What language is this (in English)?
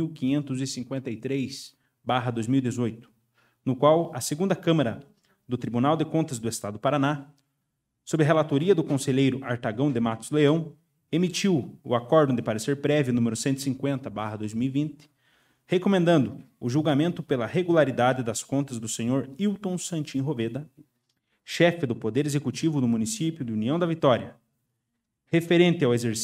Portuguese